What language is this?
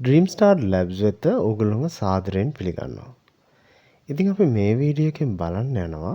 Sinhala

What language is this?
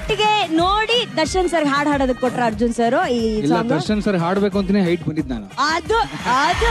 Kannada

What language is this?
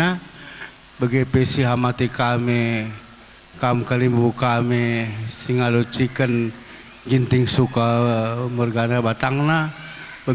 Batak Karo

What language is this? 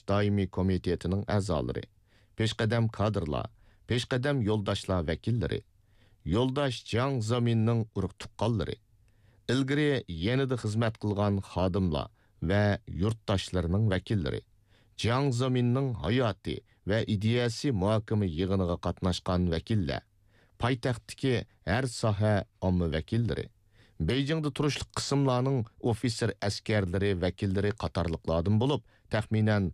Uyghur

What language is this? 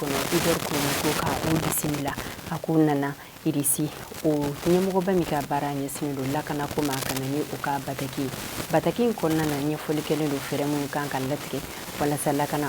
Bambara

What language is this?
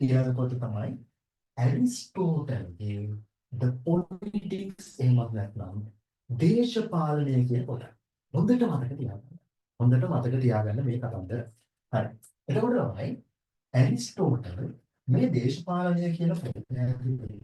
Sinhala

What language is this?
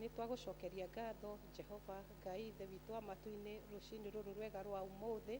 Kikuyu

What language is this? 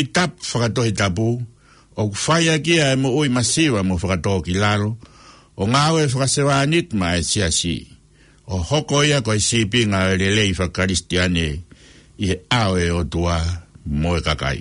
Tongan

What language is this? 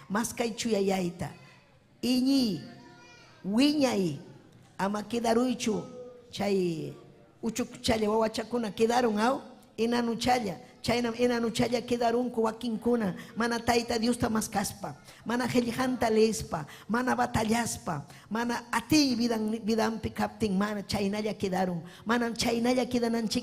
Ayacucho Quechua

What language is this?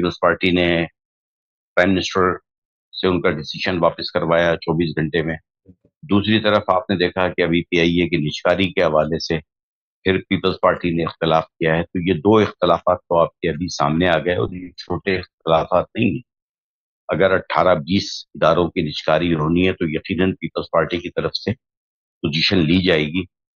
Urdu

